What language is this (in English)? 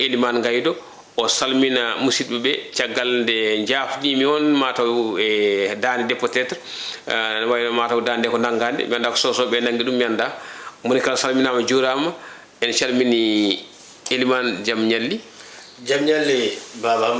Fula